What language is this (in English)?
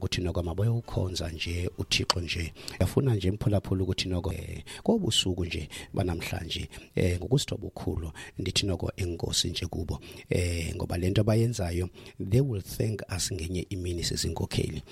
Xhosa